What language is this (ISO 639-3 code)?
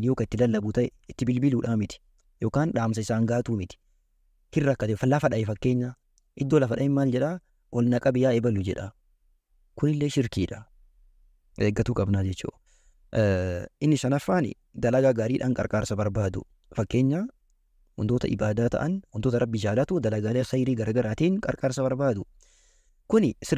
orm